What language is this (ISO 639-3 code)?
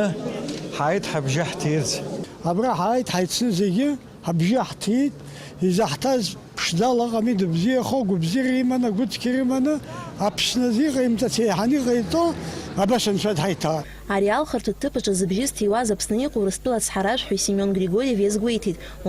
abk